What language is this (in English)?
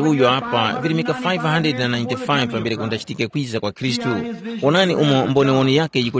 Tumbuka